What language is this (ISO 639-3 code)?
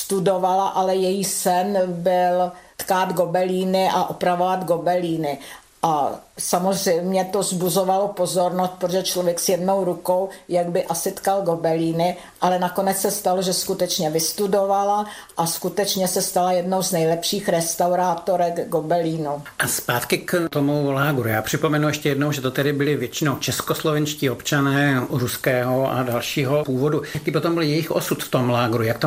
ces